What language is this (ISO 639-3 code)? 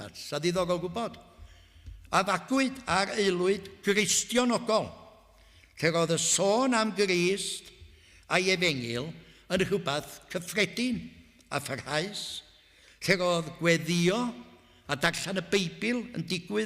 cym